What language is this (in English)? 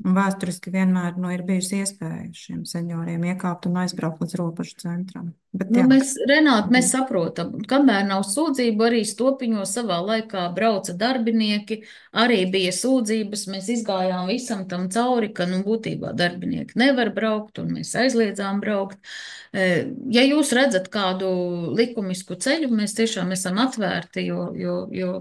Latvian